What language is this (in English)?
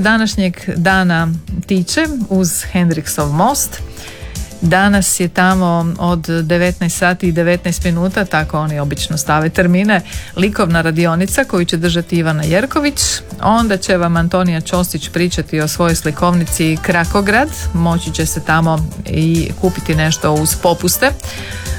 Croatian